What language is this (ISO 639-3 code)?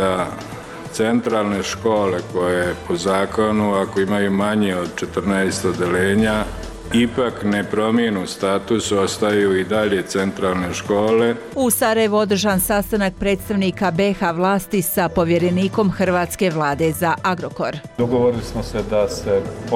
bos